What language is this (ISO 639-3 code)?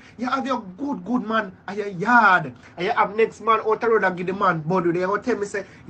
jam